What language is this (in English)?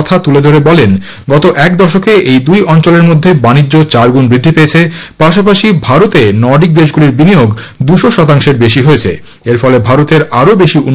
Bangla